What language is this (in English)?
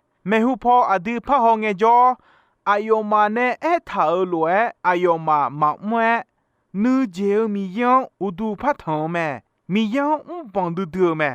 Akha